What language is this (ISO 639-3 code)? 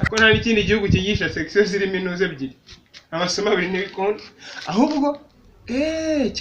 kin